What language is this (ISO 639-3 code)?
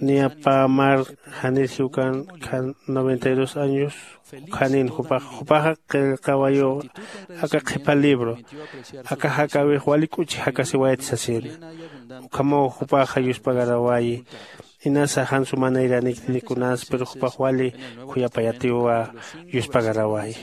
aym